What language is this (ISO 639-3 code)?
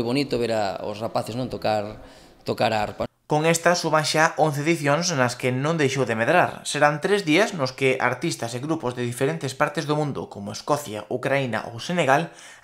glg